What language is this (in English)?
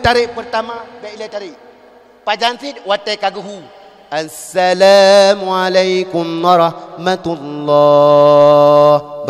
Achinese